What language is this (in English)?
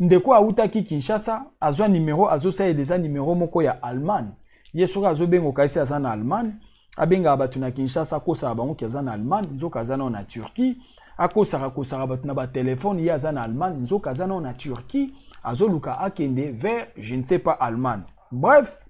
Lingala